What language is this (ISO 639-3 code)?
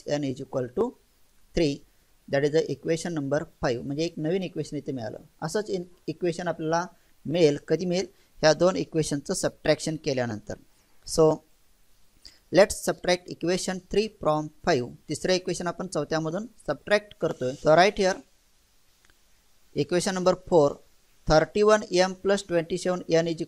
mar